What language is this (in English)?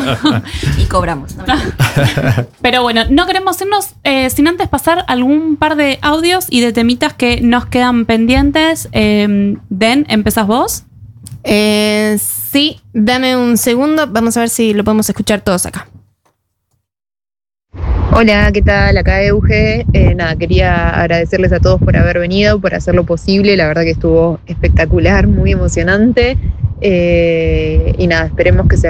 Spanish